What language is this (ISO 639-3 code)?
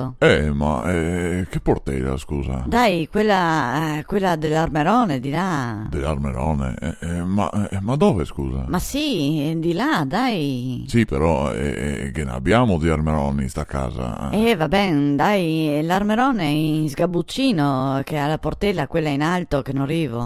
vec